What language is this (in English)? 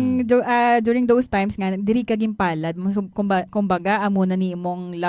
Hiligaynon